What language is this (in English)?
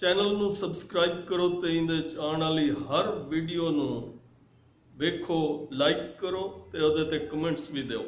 Saraiki